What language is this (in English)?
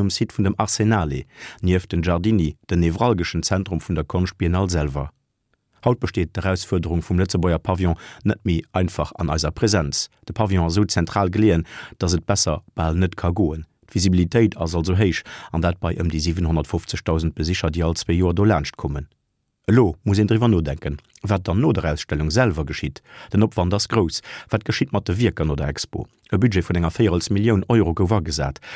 Luxembourgish